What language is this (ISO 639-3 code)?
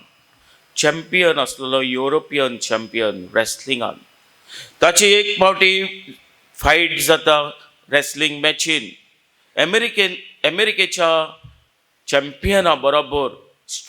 kok